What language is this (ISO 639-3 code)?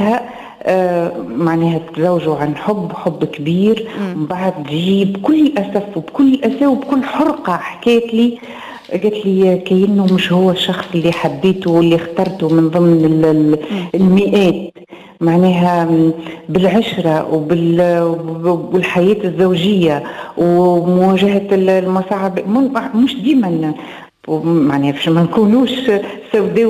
aeb